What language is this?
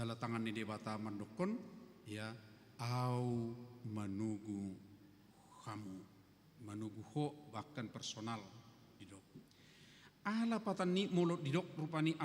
Batak Toba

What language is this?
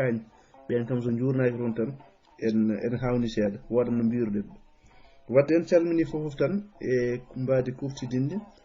Fula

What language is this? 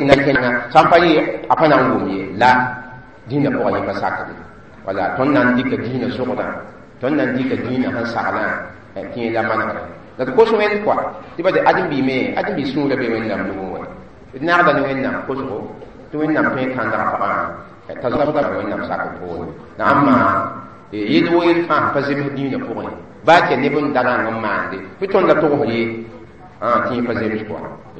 Mossi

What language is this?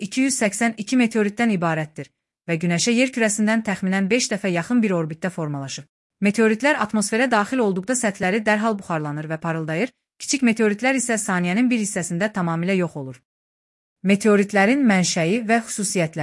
Azerbaijani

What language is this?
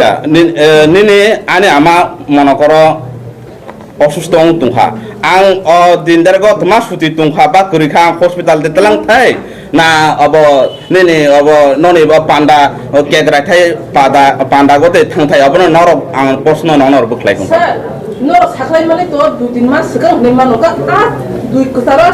Kok Borok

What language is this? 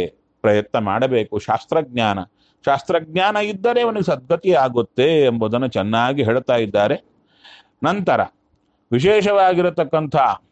Kannada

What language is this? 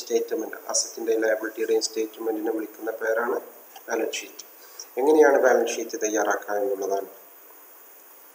Malayalam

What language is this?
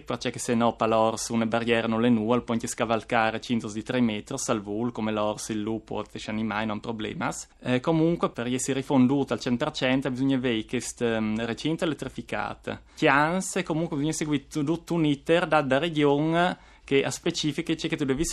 Friulian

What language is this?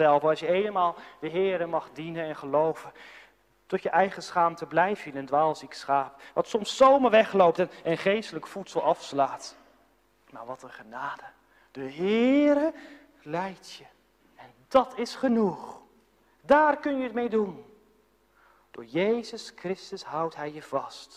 Dutch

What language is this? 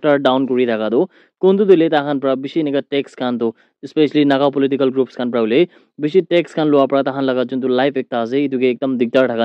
Naga Pidgin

